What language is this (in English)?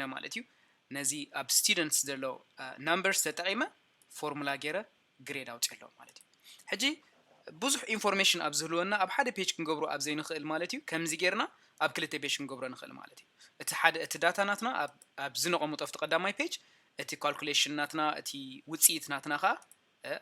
Tigrinya